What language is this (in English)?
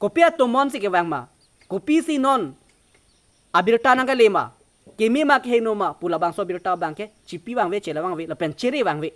Karbi